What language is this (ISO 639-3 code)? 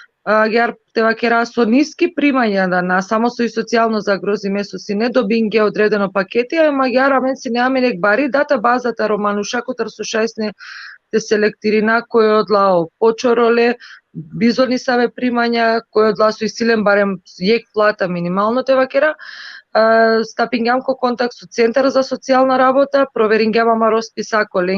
rmn